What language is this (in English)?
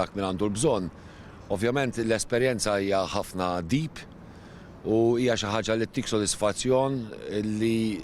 Maltese